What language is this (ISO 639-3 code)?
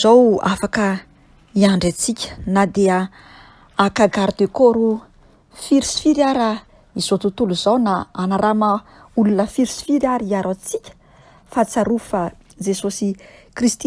mlg